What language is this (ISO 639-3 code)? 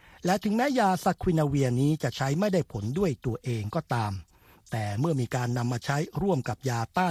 tha